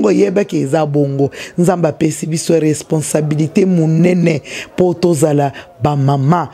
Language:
Lingala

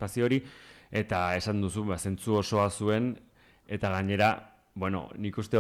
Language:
Basque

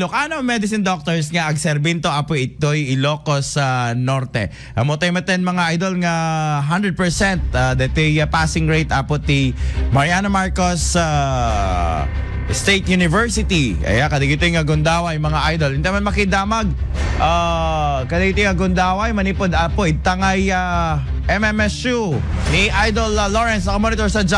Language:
Iloko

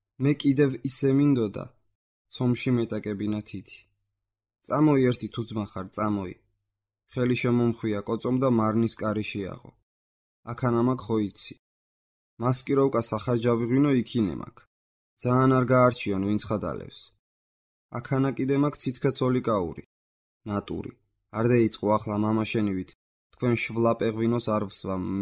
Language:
Georgian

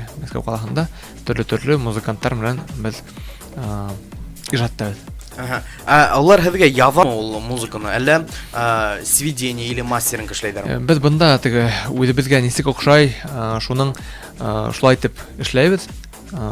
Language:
Bashkir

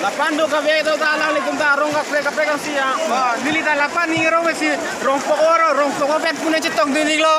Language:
Karbi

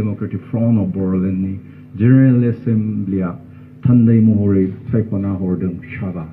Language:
Bodo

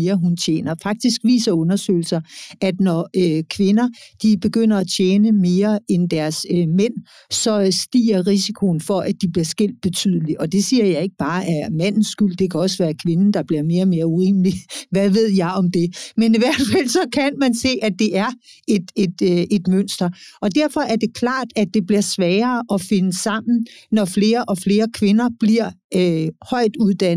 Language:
Danish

